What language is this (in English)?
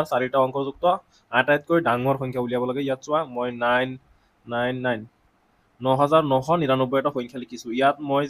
Assamese